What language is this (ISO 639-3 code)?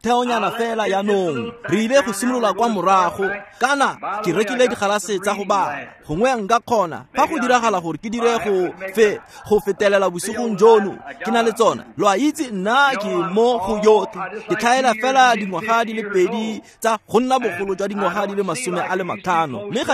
tsn